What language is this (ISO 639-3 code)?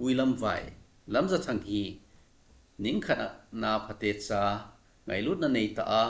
tcz